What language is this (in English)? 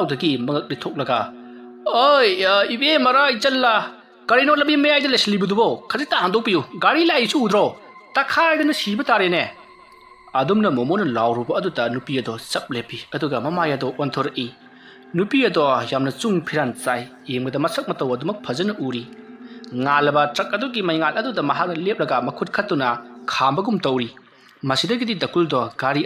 Manipuri